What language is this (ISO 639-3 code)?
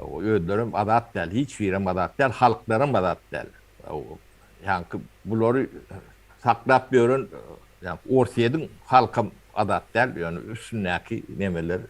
tuk